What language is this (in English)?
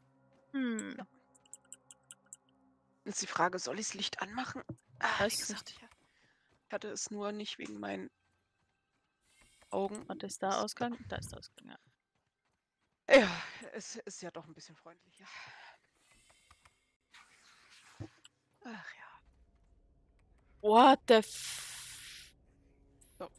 German